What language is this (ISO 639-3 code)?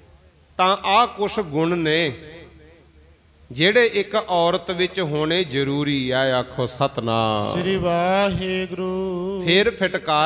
pan